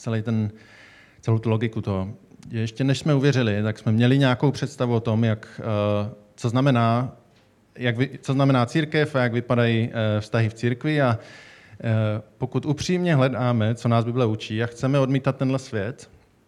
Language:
Czech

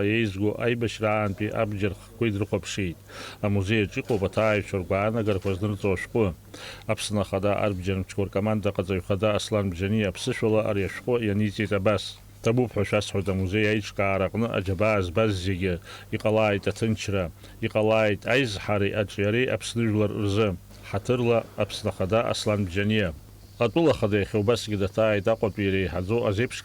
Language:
Abkhazian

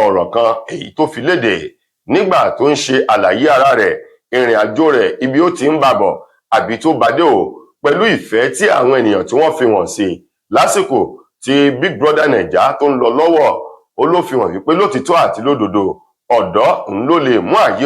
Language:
Yoruba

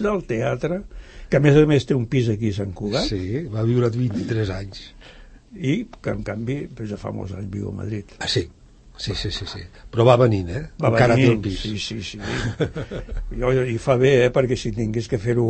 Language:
Catalan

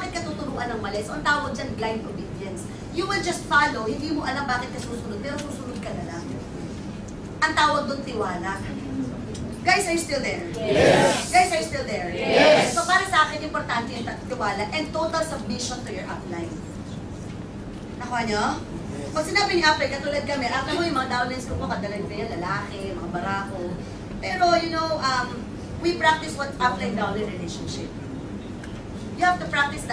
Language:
Filipino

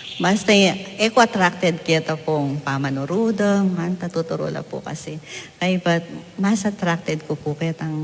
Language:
Pampanga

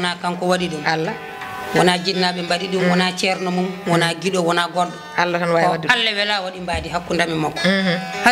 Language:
Fula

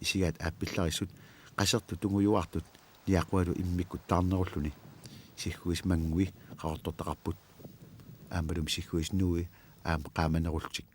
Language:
Kalaallisut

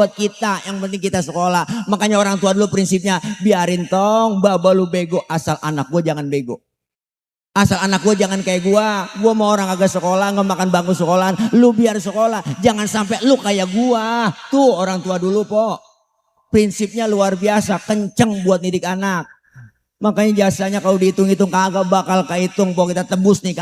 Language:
Betawi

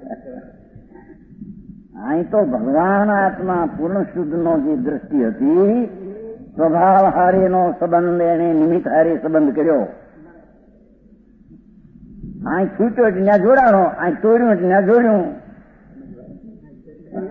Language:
Gujarati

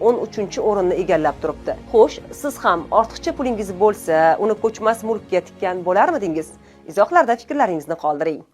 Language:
Uzbek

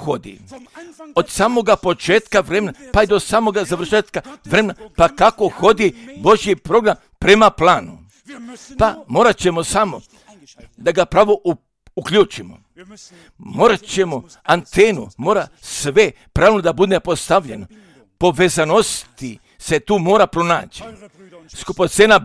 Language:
Croatian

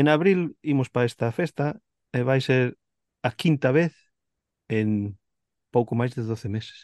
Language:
Galician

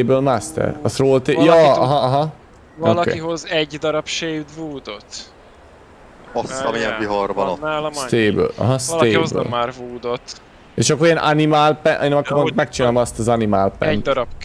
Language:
Hungarian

